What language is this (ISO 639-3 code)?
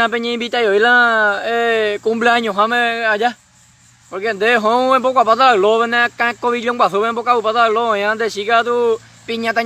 grn